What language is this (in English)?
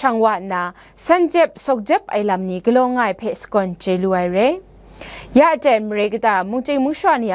Kachin